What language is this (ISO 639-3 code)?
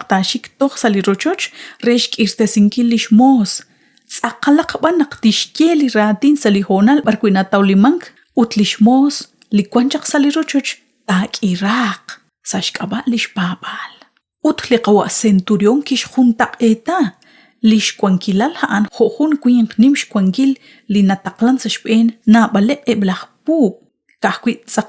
kek